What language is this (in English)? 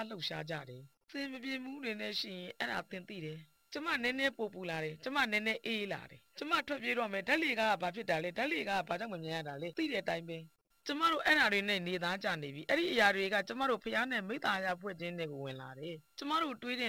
Burmese